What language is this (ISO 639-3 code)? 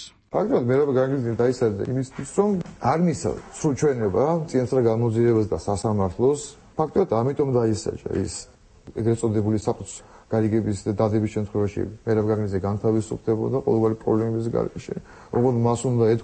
kat